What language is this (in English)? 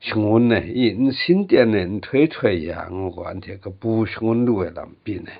Kachin